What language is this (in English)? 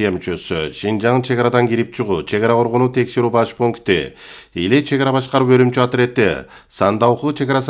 Kyrgyz